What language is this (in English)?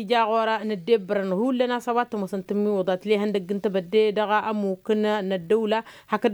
Tamasheq